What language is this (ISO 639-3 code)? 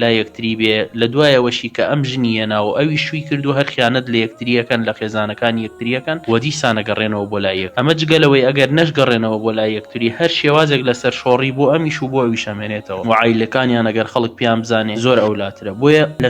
ckb